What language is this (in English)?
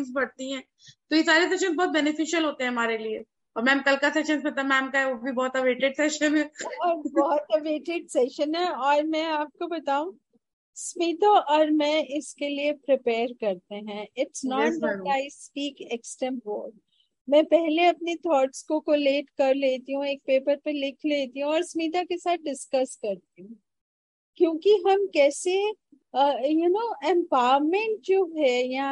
Hindi